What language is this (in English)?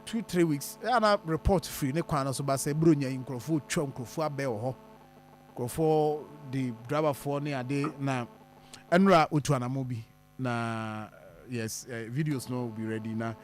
Akan